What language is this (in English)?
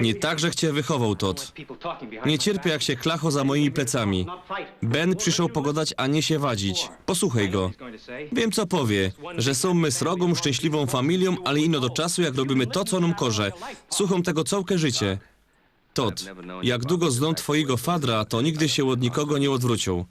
Silesian